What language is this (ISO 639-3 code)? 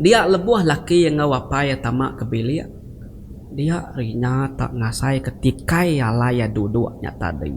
iba